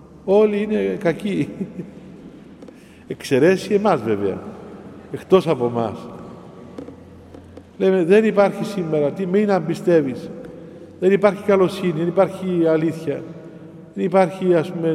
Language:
Greek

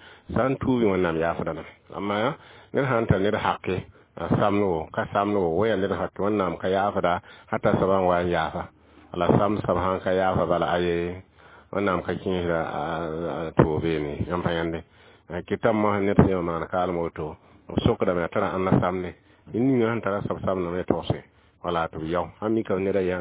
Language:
Mossi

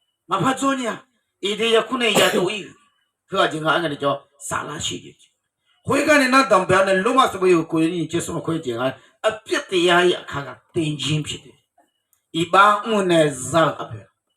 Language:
Akha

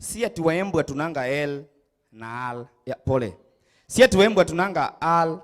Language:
Meru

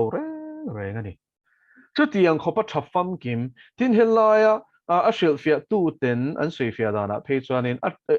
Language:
Mizo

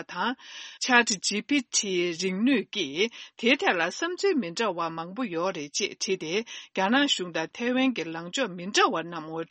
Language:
Tibetan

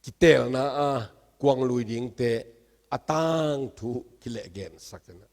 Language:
Tedim Chin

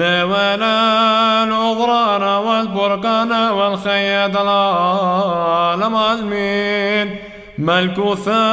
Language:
Classical Syriac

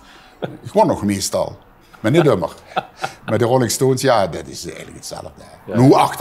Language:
Limburgish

